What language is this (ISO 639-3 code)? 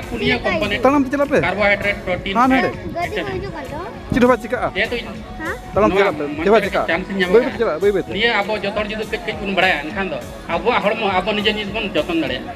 sat